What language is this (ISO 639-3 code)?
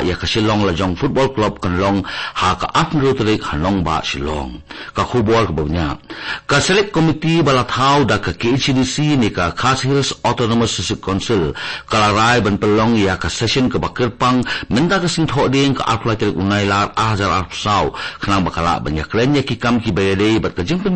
kha